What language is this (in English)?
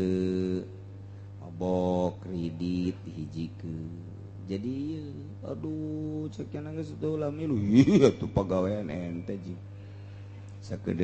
Sundanese